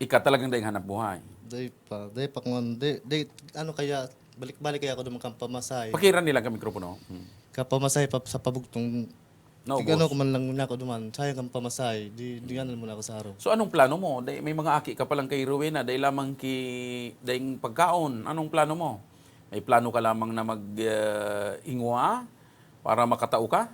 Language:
Bikol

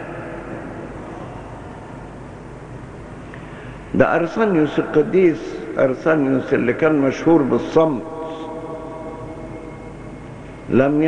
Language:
Egyptian Arabic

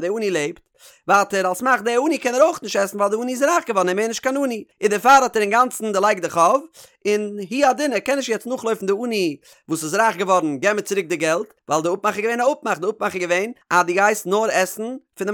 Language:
Yiddish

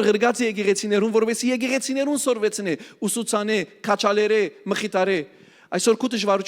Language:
Western Armenian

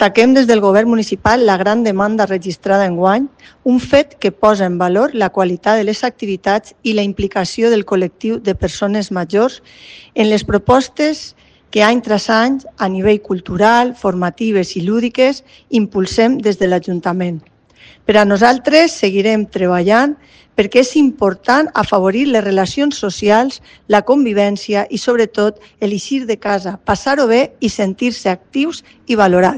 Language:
Catalan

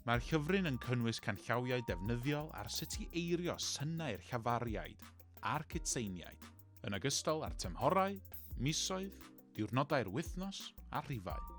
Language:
Welsh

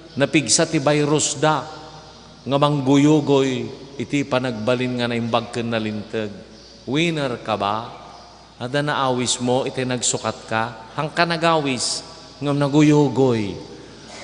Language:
Iloko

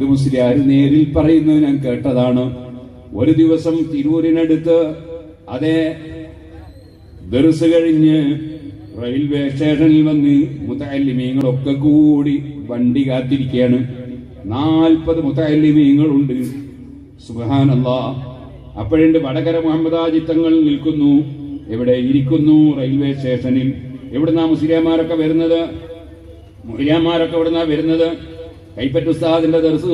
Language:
Malayalam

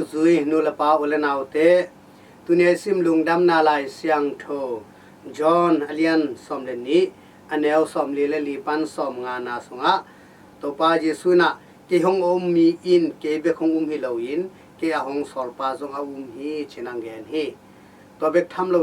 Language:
Tedim Chin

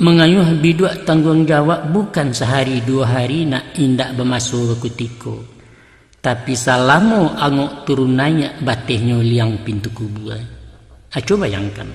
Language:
Minangkabau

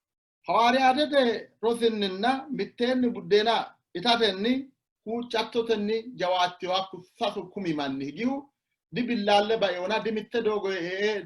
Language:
Sidamo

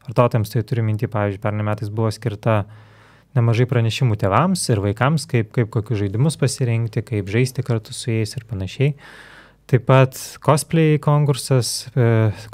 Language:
Lithuanian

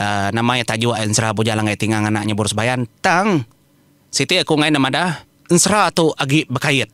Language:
Iban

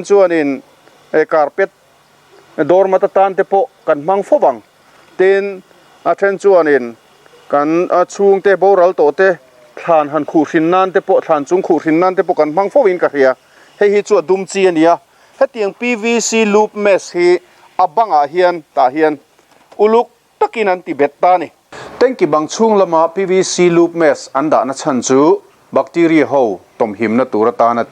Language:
Mizo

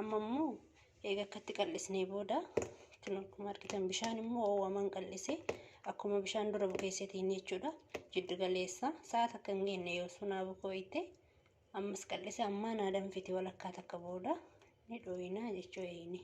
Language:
Oromo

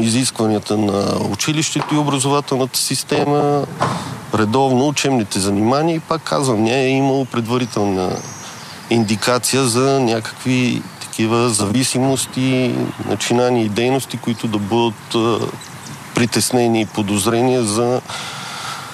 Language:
Bulgarian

